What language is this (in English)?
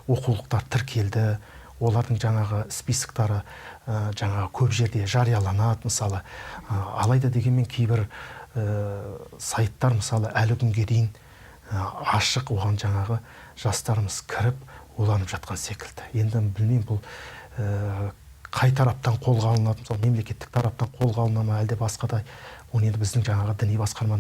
Kazakh